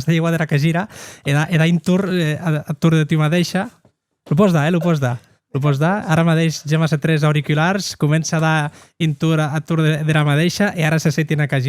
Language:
Occitan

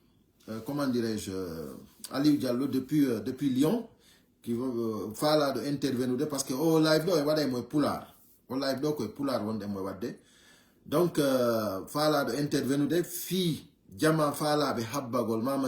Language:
Fula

